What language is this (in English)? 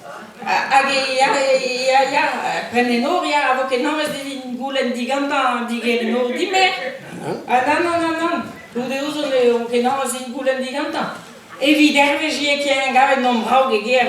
Breton